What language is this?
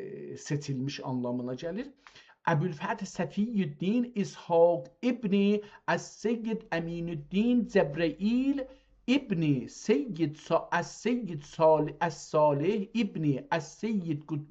South Azerbaijani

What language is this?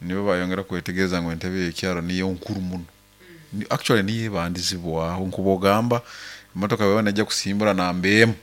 Nyoro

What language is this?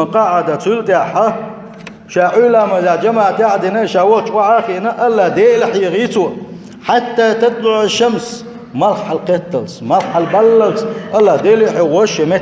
Chechen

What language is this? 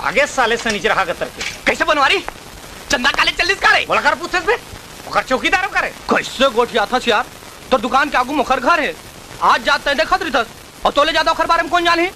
Chhattisgarhi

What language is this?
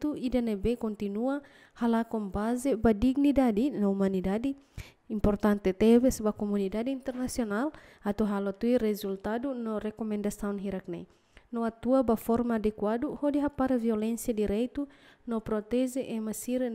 Tetum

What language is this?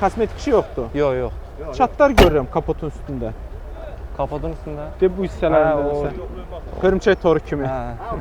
Azerbaijani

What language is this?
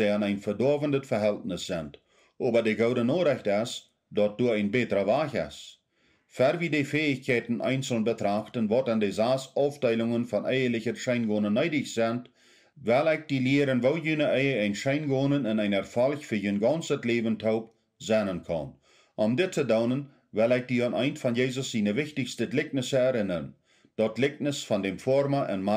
Plautdietsch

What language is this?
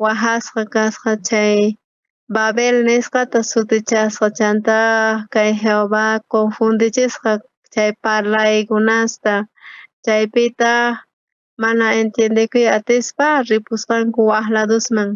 South Bolivian Quechua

